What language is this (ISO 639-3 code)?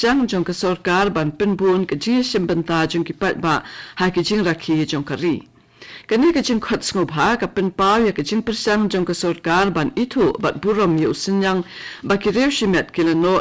kha